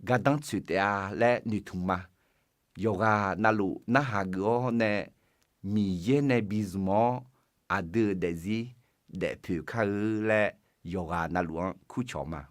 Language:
Akha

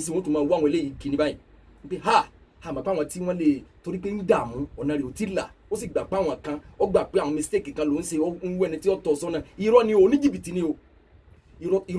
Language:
Yoruba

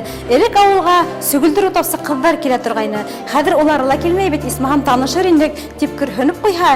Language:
Bashkir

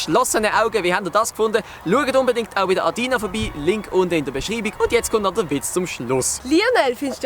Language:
Swiss German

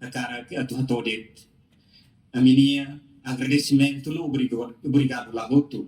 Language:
Tetum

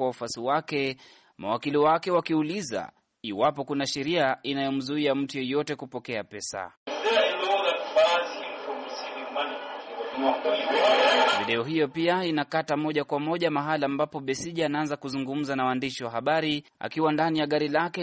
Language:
Swahili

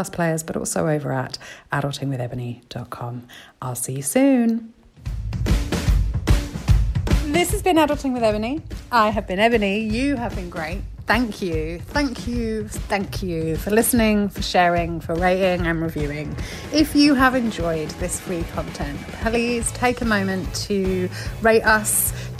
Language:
English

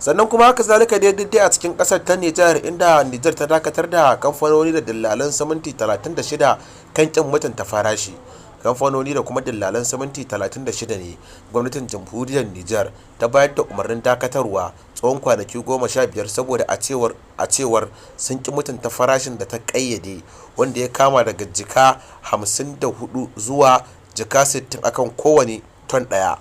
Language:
Hausa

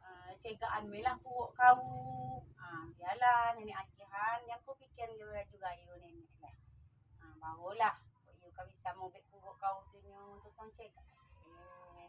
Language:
Minangkabau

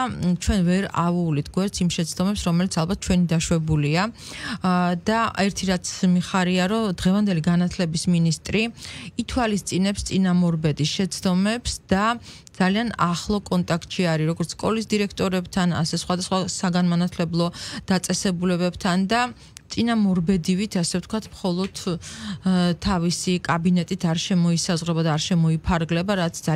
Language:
Georgian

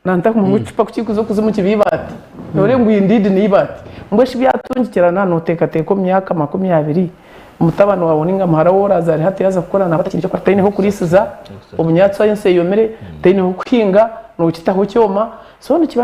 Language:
Nyankole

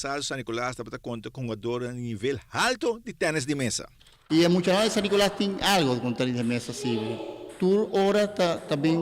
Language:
Papiamento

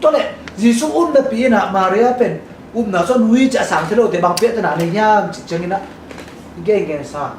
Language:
Tedim Chin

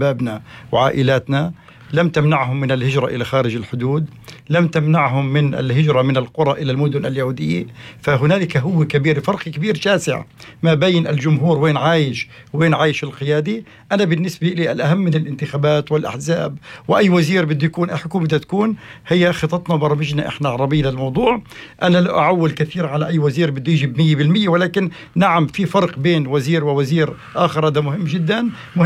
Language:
North Levantine Arabic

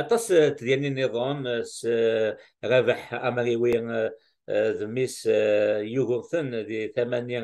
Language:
Kabyle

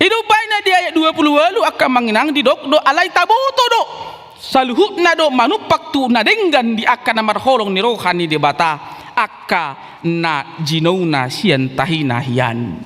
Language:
Batak Toba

